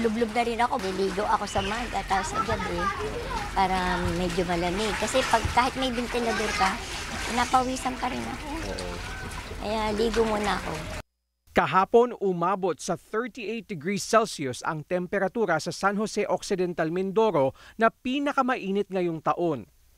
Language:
Filipino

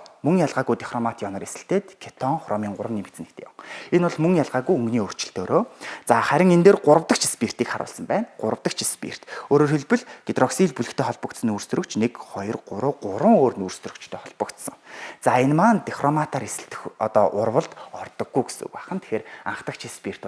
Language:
Mongolian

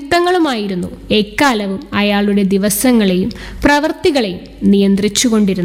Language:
Malayalam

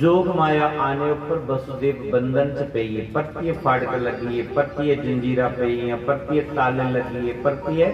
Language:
Dogri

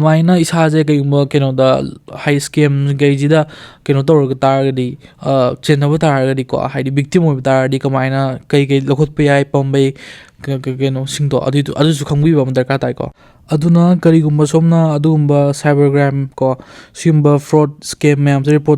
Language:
Manipuri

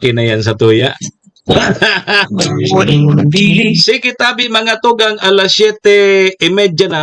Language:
Bikol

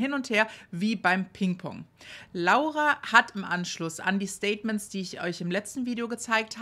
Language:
German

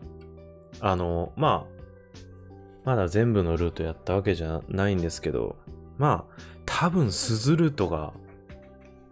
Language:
Japanese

